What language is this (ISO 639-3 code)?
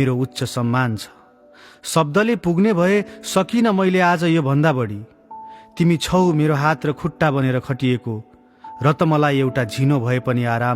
nep